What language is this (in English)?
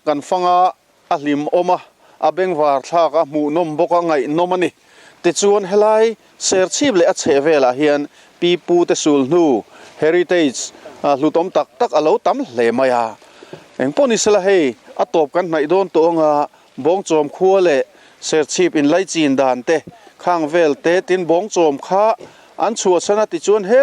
Mizo